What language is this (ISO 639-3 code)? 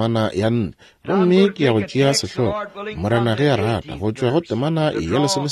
nso